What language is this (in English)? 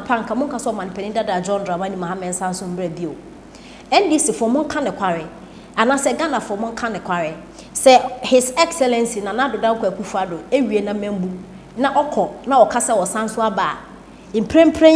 Akan